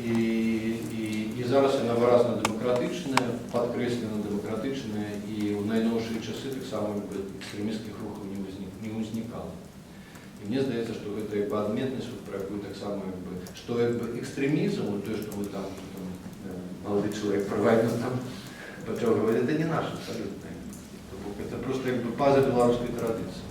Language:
Belarusian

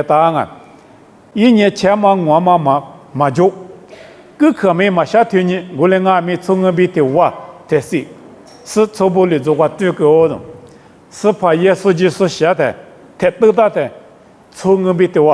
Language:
Lisu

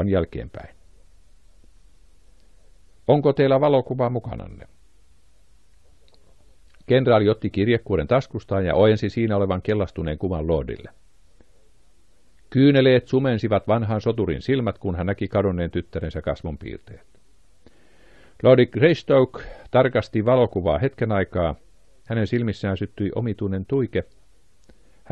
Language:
Finnish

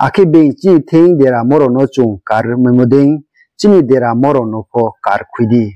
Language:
Riang (India)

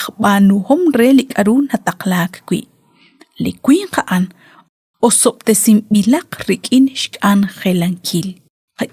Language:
Kekchí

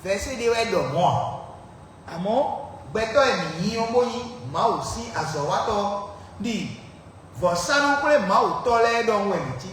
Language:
Fon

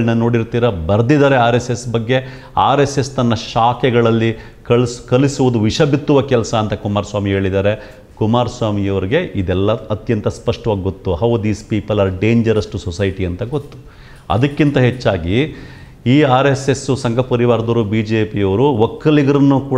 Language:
Kannada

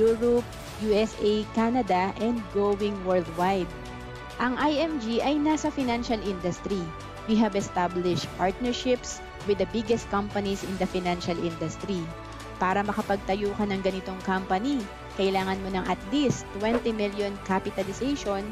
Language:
Filipino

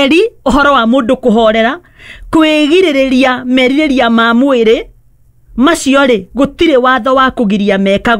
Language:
Kikuyu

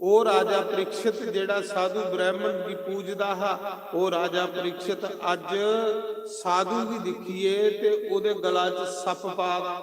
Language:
Dogri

